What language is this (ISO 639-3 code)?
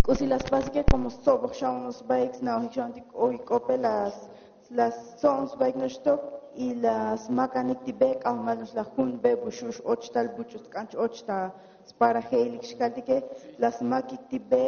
tzo